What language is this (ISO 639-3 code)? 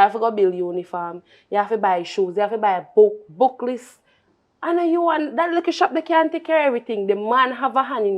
jam